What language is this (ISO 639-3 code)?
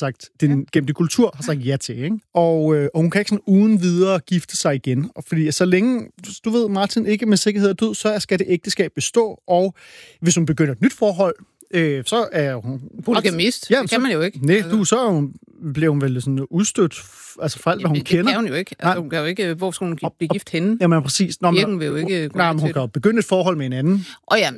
dan